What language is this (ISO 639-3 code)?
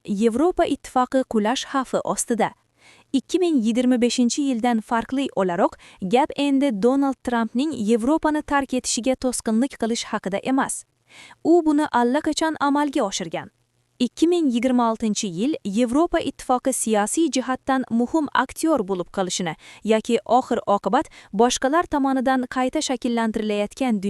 uzb